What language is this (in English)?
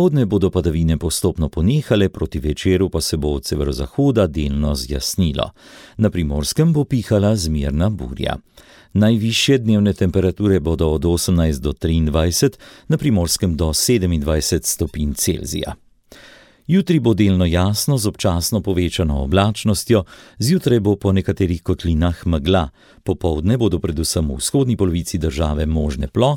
Slovenian